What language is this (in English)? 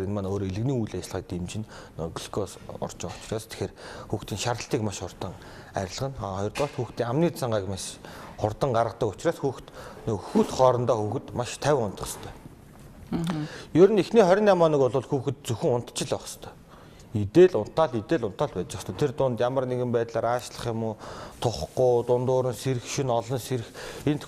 Mongolian